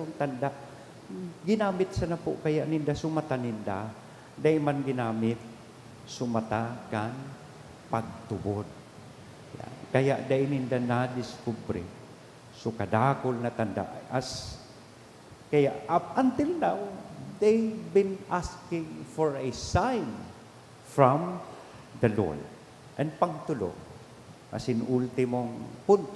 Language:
Bikol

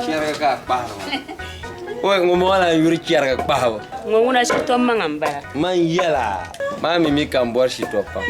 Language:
Dagbani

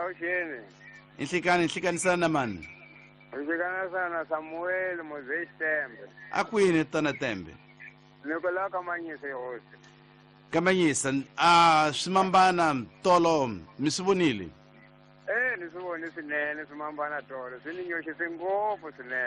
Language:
Tsonga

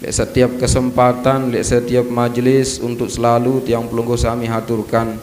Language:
Sasak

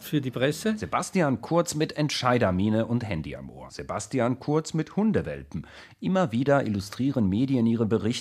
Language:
German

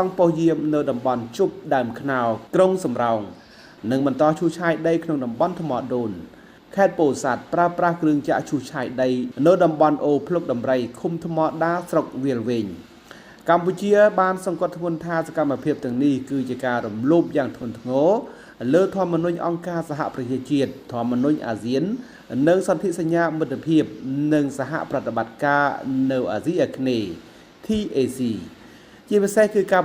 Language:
Khmer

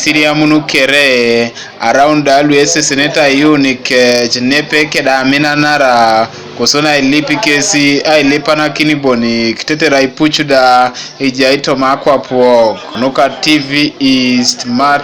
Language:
Teso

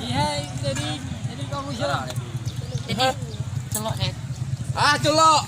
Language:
Achinese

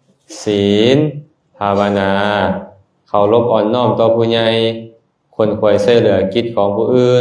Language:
Lao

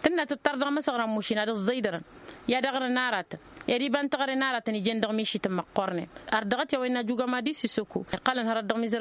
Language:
Tamasheq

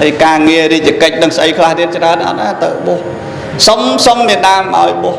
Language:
Khmer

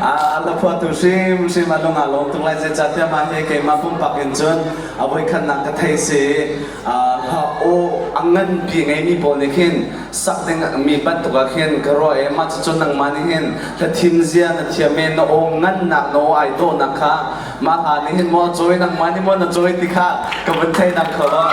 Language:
Hakha Chin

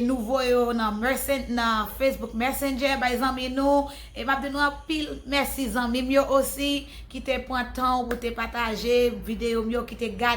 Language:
Haitian Creole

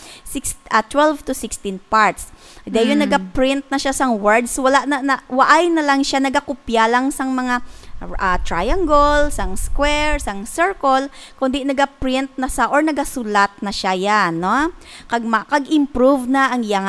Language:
Hiligaynon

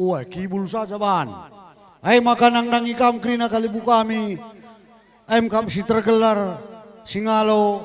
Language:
Batak Karo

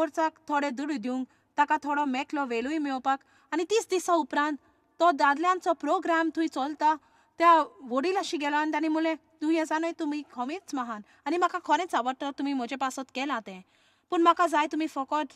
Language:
Konkani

